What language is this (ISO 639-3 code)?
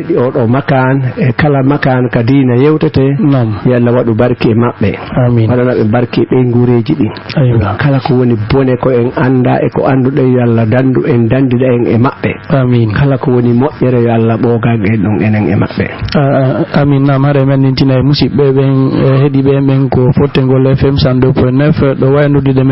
ful